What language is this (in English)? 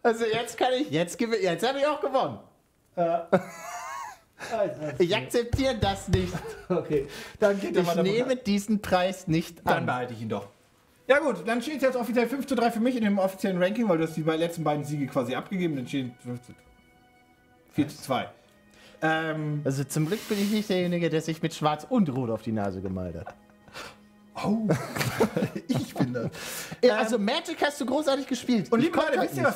German